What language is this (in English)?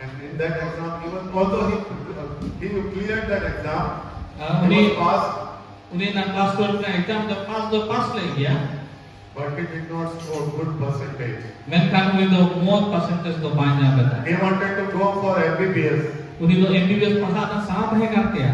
Santali